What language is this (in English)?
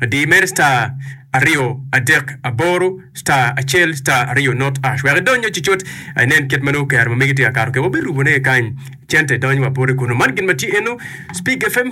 Acoli